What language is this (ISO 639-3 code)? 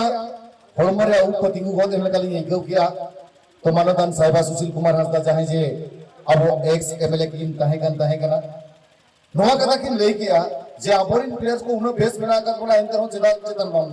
sat